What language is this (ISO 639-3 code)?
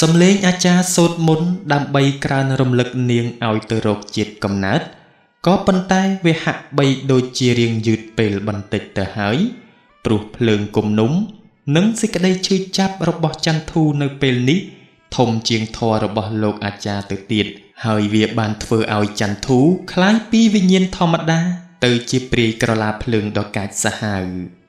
khm